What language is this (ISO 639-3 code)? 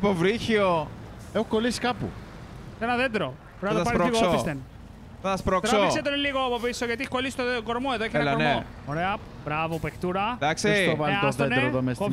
ell